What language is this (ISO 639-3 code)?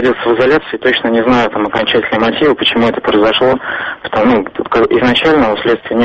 rus